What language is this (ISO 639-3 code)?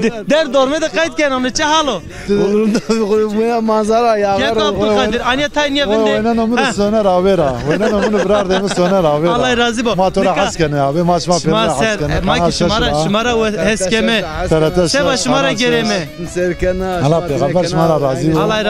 zza